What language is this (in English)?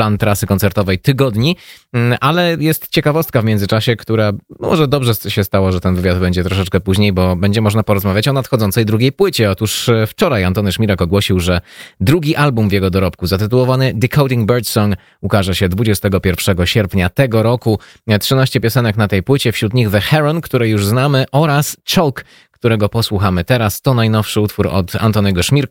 Polish